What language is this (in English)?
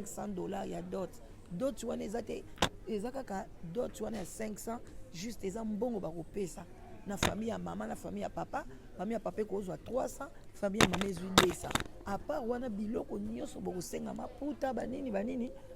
Lingala